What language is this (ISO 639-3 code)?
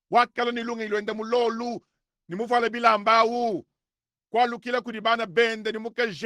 lua